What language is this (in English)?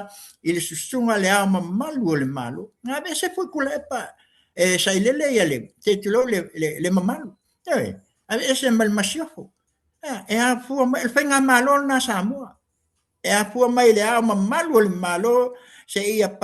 Samoan